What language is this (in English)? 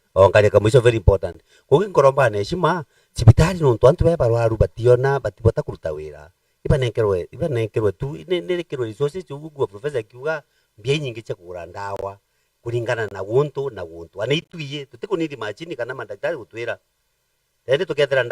Meru